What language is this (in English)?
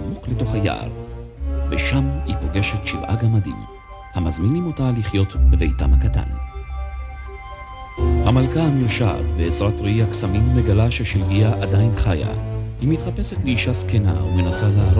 Hebrew